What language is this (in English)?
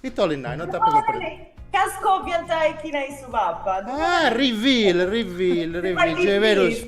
Sardinian